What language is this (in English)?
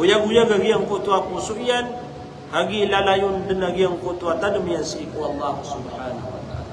Maranao